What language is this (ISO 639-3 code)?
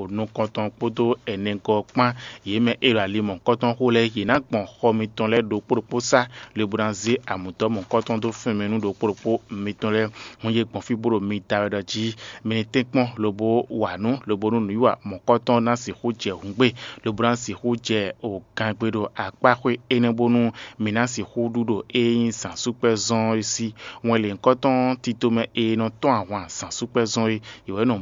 fon